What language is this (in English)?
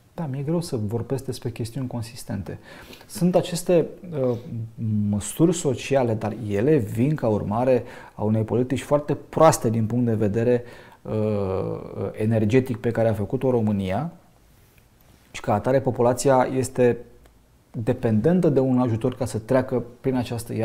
Romanian